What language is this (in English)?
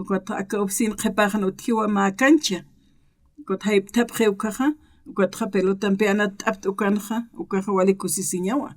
Aymara